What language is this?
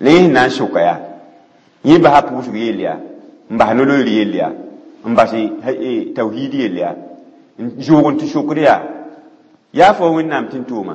Mossi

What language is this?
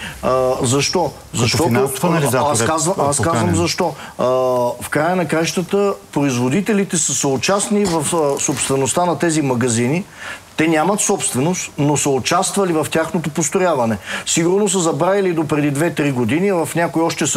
Bulgarian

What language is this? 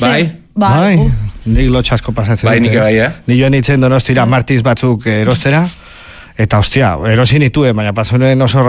Basque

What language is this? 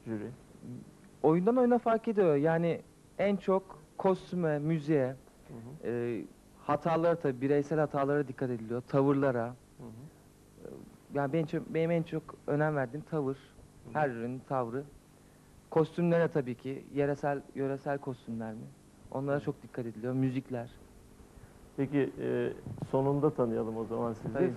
Turkish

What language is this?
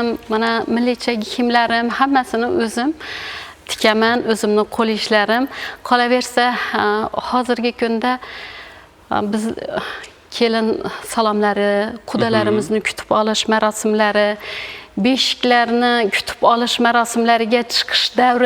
Uzbek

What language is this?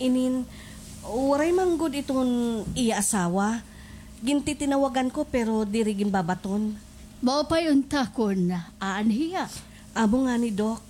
Waray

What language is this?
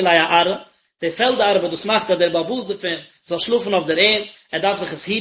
Yiddish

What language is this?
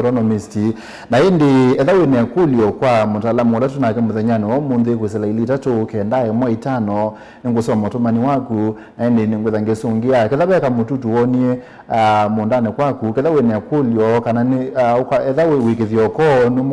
Kamba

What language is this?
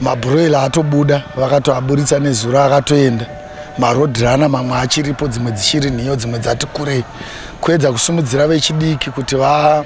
Shona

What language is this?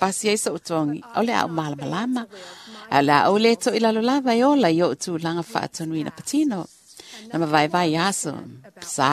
Samoan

